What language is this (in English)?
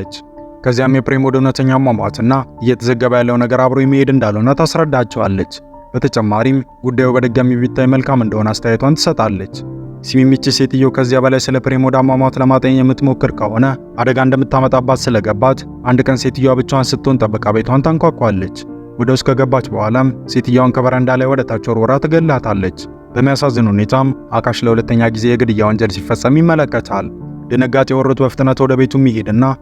Amharic